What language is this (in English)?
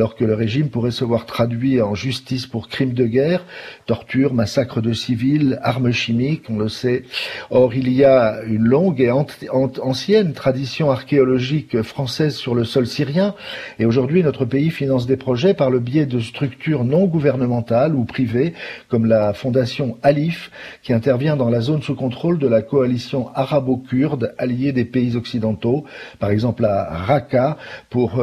French